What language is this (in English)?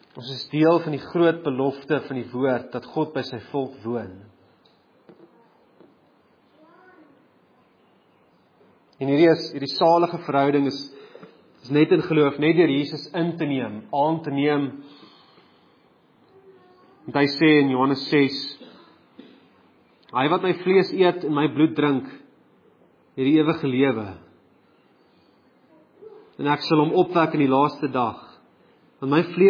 Afrikaans